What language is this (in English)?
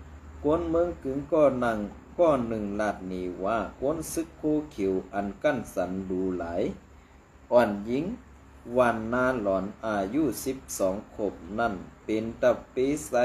Shan